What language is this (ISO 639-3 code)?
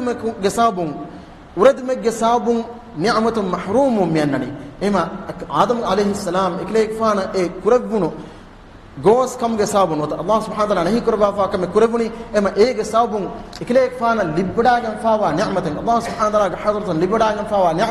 div